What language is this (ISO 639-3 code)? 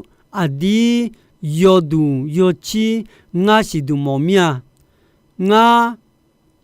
ahk